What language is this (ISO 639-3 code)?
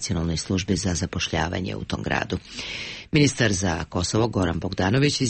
srp